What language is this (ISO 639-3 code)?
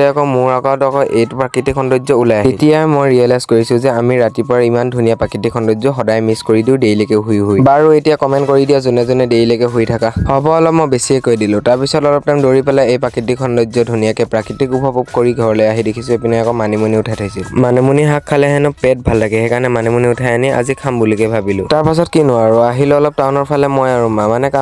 asm